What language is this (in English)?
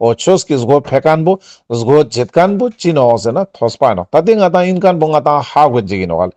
Ladakhi